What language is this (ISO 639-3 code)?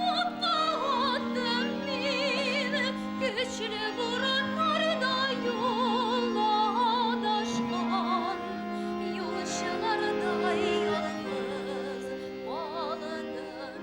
bak